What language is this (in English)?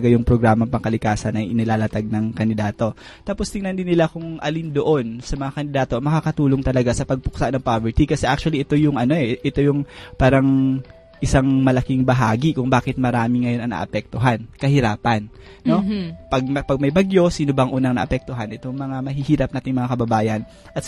Filipino